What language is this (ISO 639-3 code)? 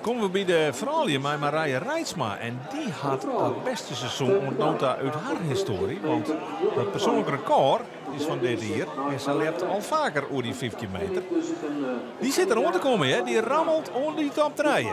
fry